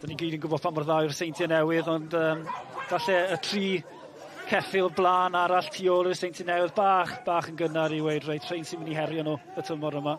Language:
Welsh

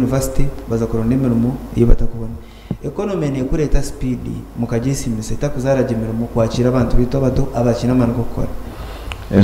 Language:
Nyankole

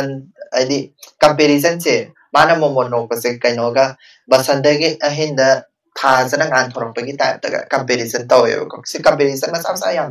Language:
Manipuri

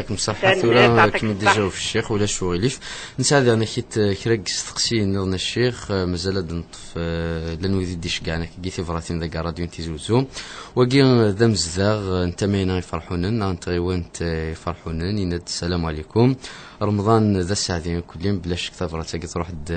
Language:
Kabyle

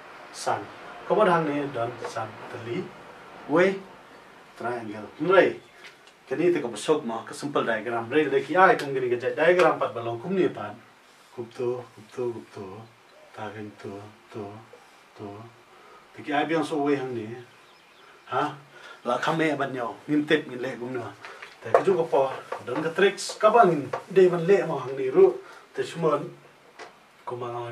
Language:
Khasi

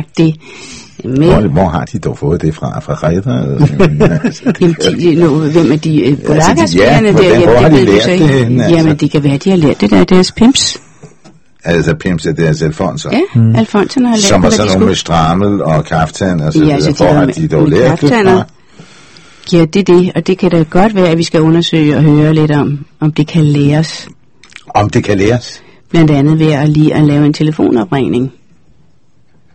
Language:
Danish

